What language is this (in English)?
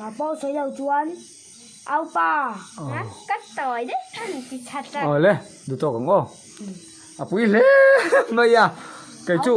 Mizo